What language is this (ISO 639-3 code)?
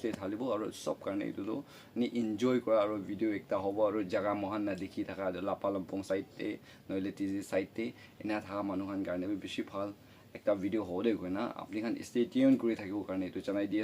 nag